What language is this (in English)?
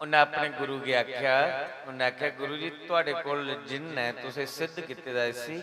Dogri